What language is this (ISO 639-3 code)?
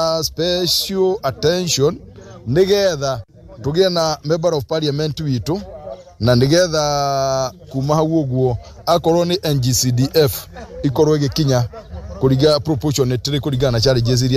kik